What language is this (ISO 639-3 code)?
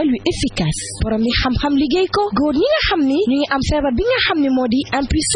wol